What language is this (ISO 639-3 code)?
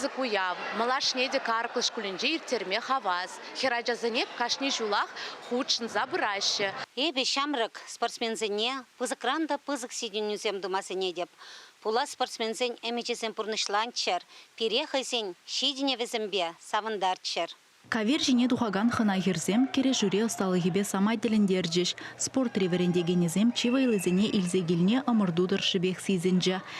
chv